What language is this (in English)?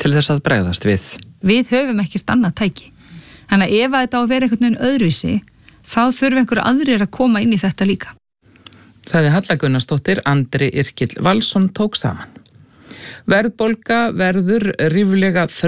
Icelandic